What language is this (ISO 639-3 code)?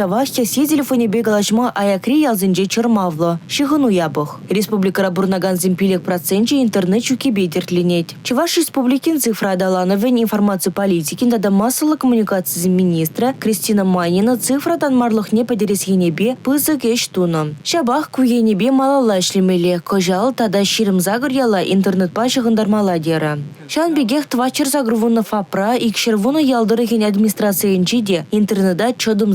chv